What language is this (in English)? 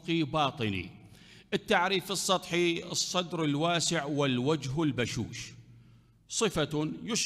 Mesopotamian Arabic